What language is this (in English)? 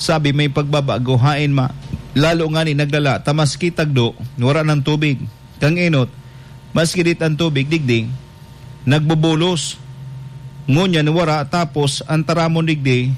Bikol